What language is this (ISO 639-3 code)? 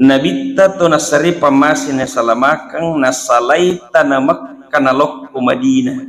bug